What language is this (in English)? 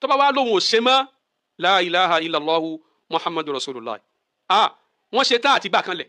Yoruba